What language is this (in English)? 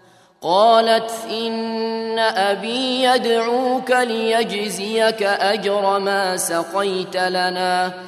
Arabic